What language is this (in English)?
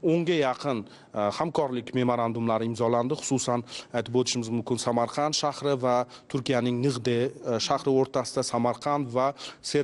Uzbek